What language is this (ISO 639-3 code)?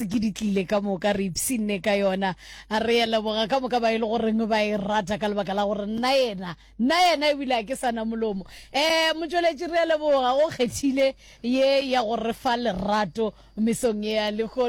nso